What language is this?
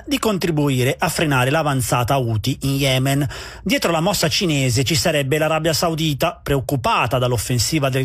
Italian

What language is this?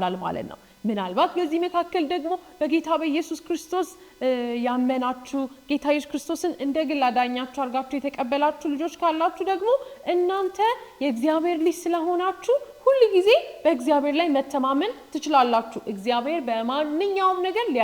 Amharic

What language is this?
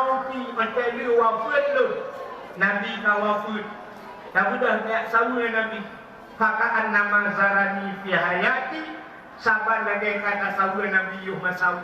Achinese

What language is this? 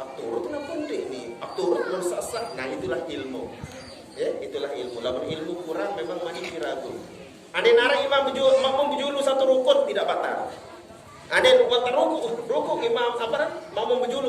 Sasak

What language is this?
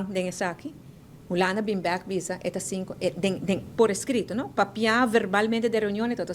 Papiamento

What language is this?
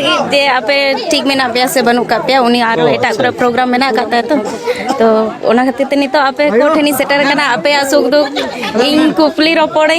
Santali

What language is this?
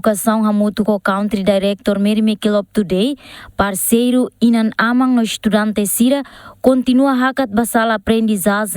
Tetum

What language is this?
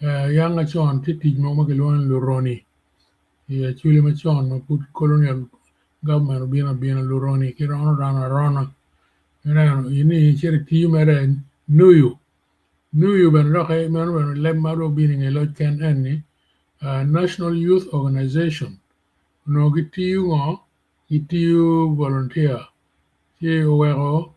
Acoli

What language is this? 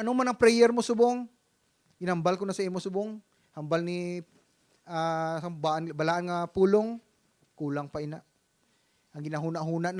Hiligaynon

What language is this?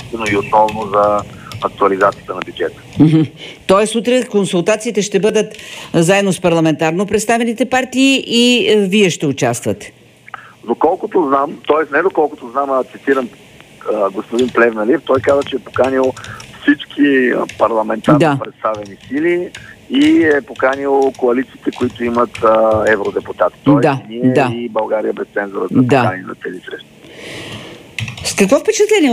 Bulgarian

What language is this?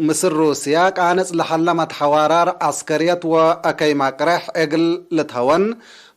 Tigre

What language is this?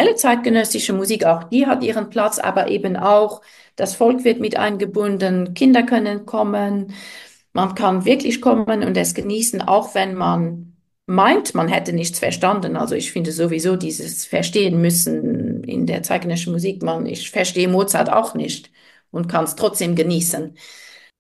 German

